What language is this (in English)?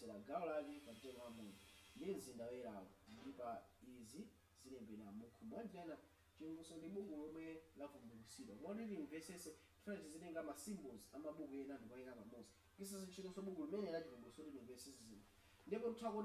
Nyanja